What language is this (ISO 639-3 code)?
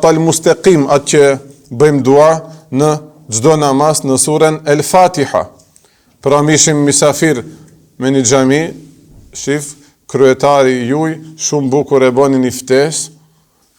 sqi